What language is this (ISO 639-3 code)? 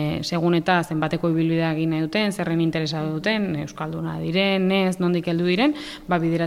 eus